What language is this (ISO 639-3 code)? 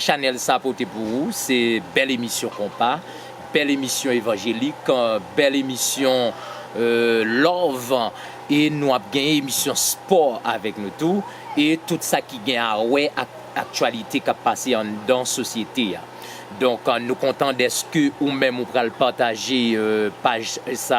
hat